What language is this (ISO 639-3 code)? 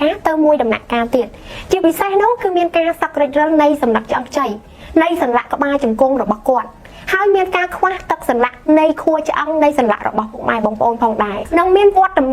khm